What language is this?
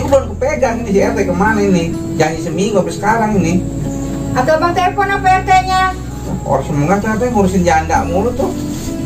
Betawi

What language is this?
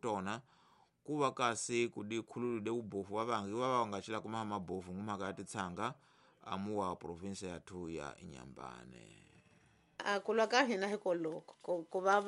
Tsonga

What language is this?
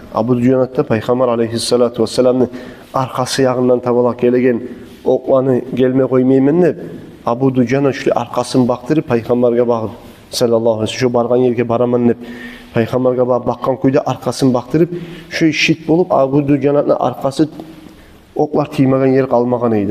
Kumyk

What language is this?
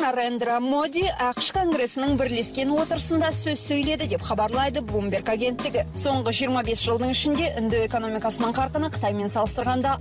Kazakh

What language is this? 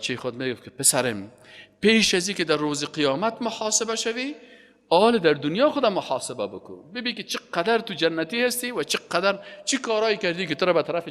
Persian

